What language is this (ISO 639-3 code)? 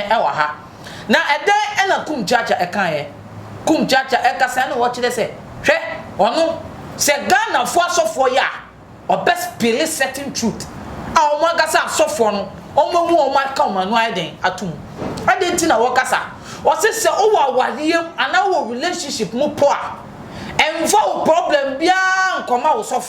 aka